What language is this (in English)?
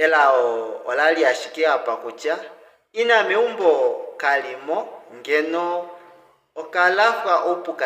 Kuanyama